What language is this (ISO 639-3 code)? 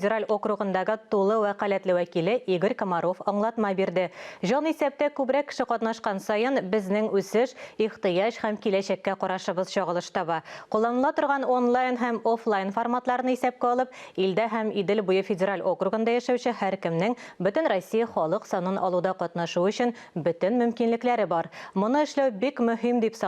tat